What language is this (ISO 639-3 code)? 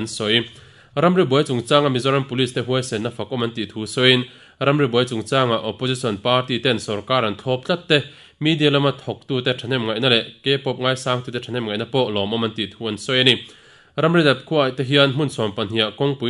lus